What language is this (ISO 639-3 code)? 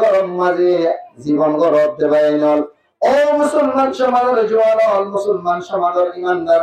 rhg